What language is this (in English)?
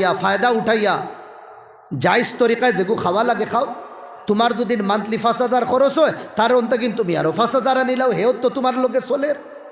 Sylheti